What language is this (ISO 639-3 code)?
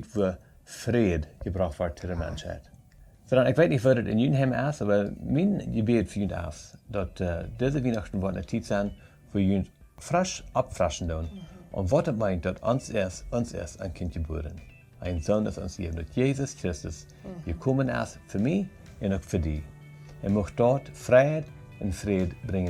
pdt